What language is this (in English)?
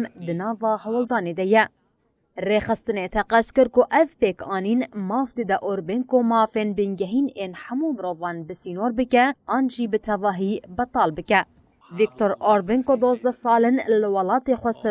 Kurdish